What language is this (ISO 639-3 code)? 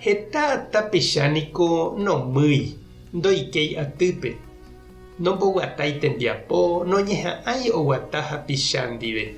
grn